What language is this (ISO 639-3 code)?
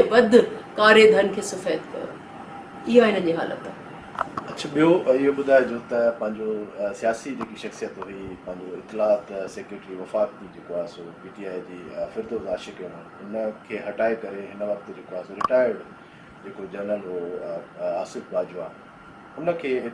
snd